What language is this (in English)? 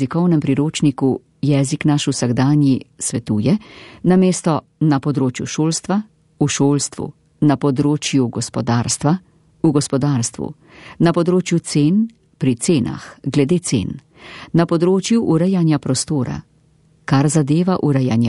Slovenian